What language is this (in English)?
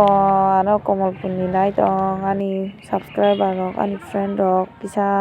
Kok Borok